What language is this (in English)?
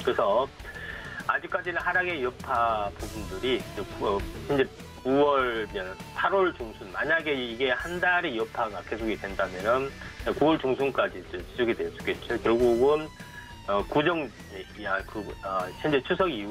Korean